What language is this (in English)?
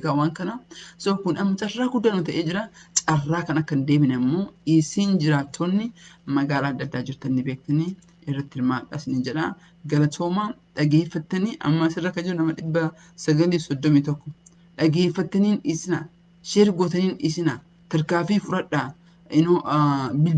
Oromo